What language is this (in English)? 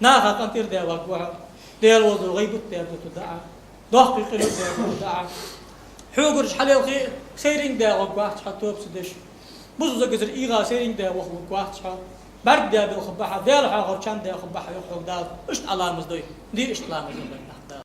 Ingush